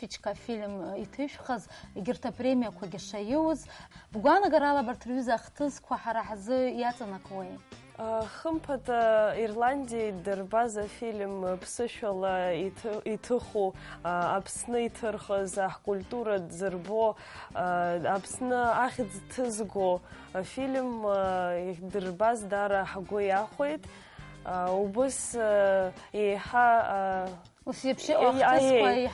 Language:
Abkhazian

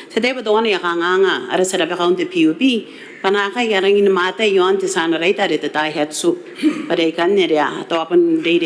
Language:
Gilbertese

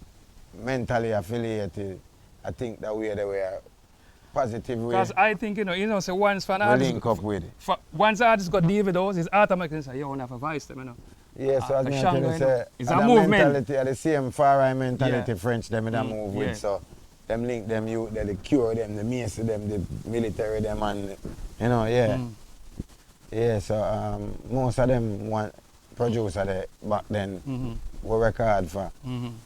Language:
Jamaican Creole English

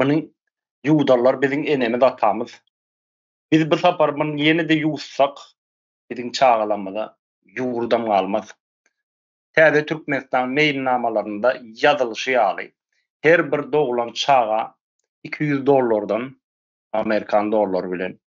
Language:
Turkmen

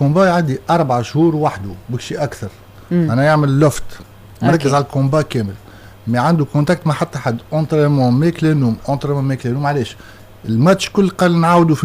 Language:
Tunisian Arabic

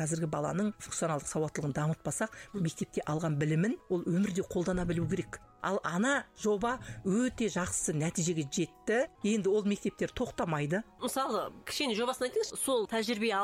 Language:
Kazakh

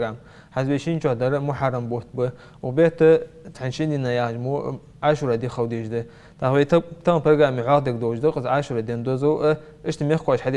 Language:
Ingush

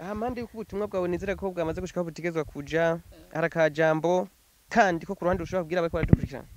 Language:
Rundi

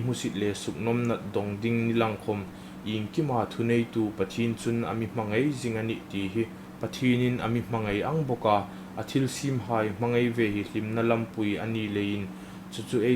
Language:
Hmar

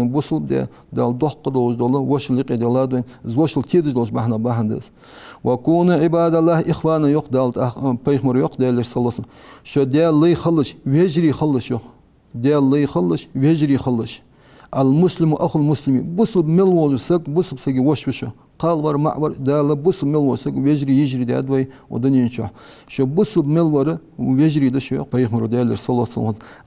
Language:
Ingush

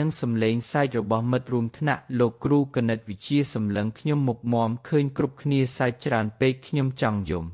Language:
Khmer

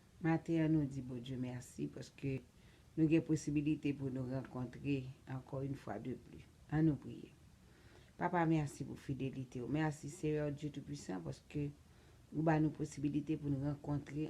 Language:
Haitian Creole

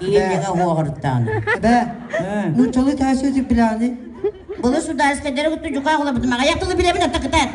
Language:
Yakut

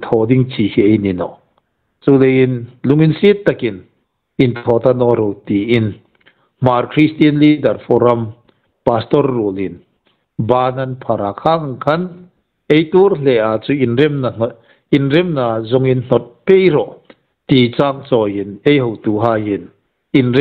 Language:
Hmar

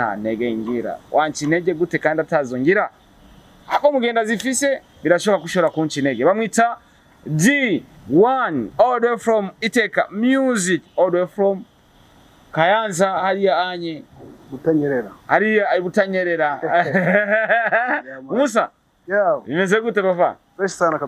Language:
Rundi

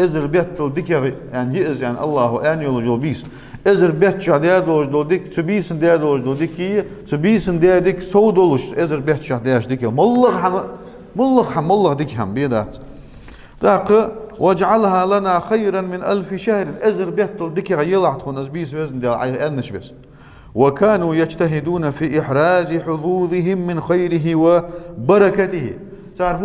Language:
Ingush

